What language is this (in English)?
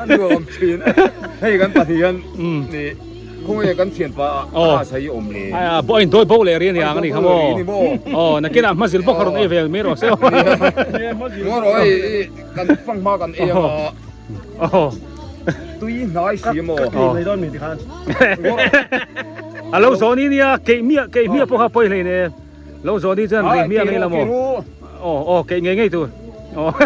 Biete